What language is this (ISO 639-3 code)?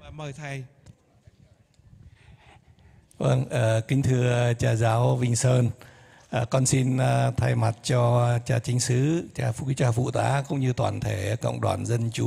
vie